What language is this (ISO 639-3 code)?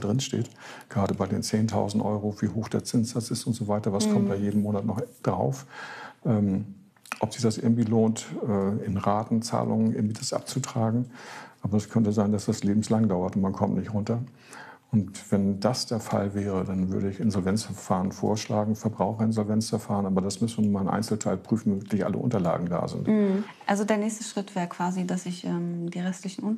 deu